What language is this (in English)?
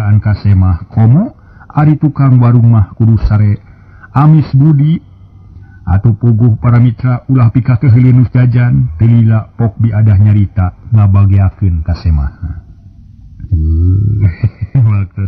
Sundanese